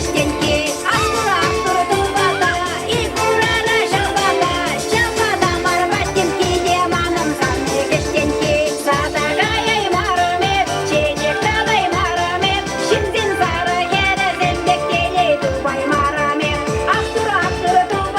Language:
Chuvash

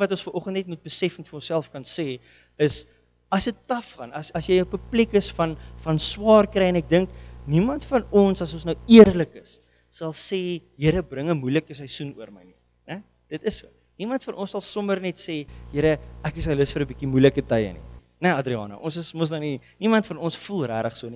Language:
Afrikaans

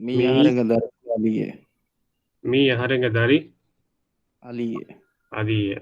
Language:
Divehi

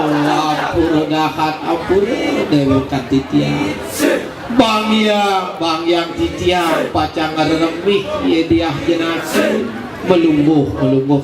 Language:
Balinese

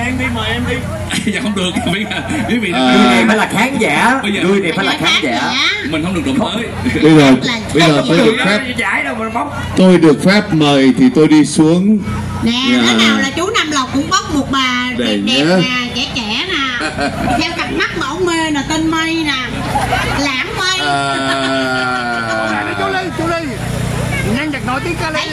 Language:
Vietnamese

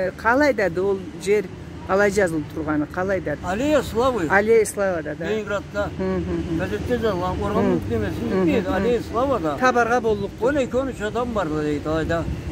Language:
Karachay-Balkar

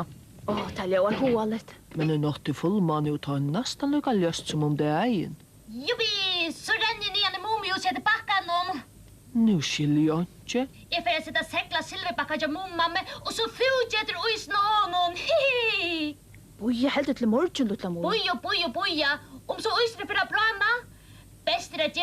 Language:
Faroese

